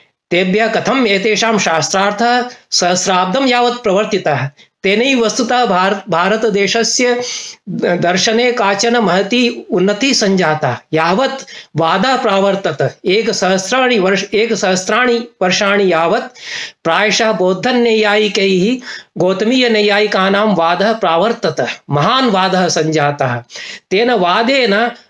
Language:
Sanskrit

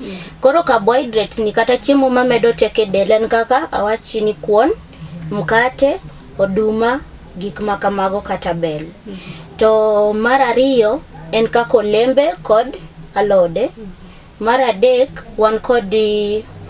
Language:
Luo (Kenya and Tanzania)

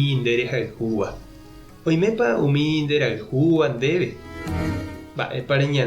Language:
Guarani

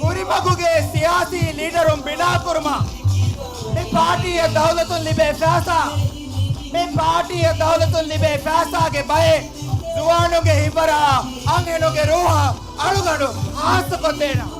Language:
Divehi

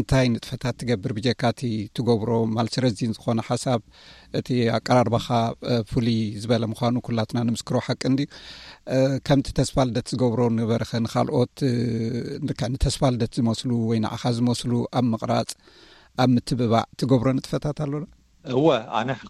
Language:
Tigrinya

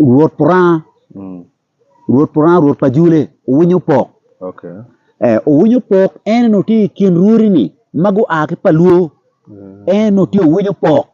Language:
Acoli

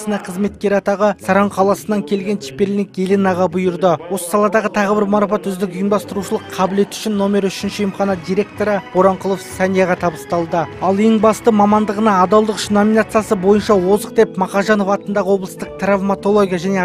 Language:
Kazakh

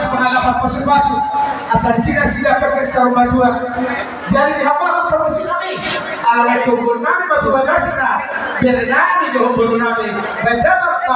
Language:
Batak Toba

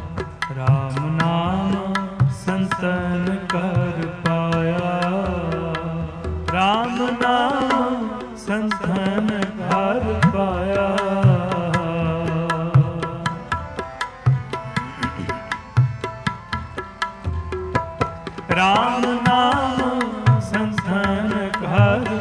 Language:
Punjabi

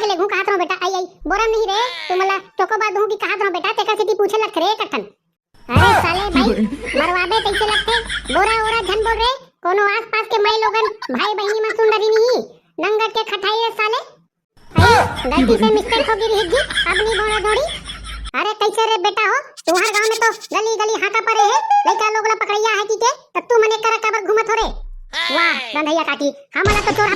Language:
Chhattisgarhi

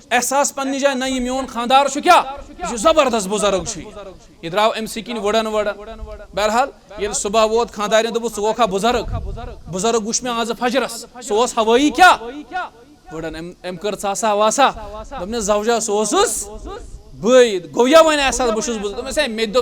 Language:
Kashmiri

